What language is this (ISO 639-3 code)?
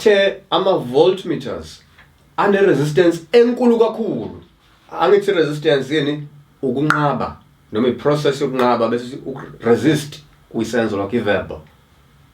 zul